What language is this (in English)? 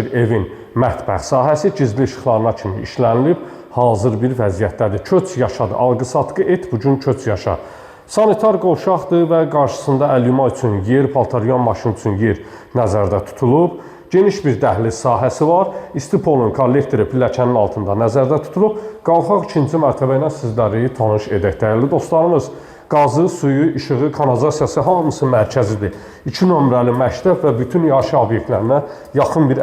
Azerbaijani